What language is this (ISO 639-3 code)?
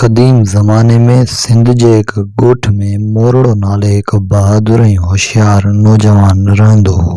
snd